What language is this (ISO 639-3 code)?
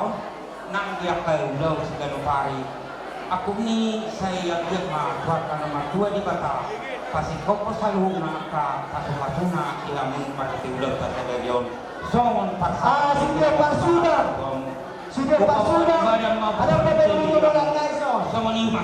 bbc